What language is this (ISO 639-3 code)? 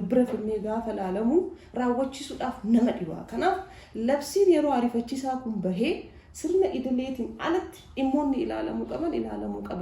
orm